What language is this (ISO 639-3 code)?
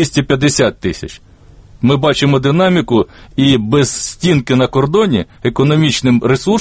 ukr